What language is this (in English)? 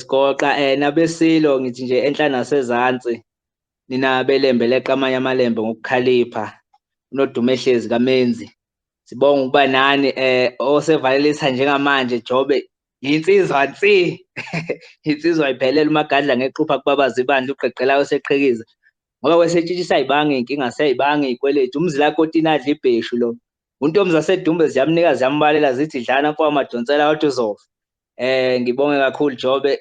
Zulu